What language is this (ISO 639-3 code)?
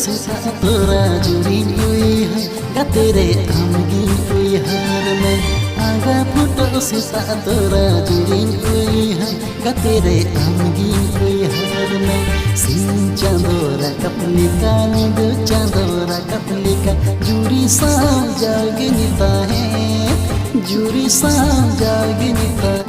sat